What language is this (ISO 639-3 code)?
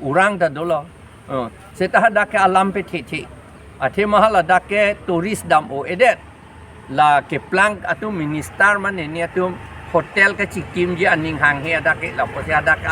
mjw